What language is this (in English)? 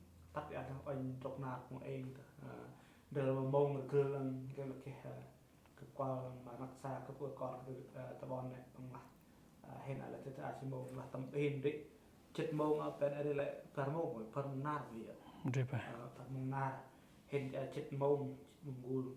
Central Mnong